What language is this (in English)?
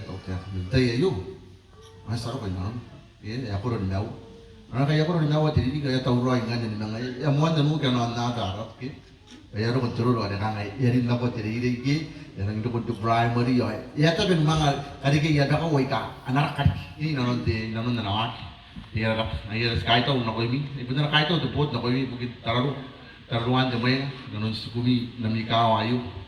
Gilbertese